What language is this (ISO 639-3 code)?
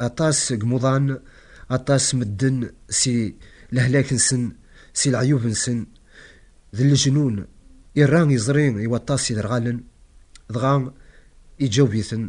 kab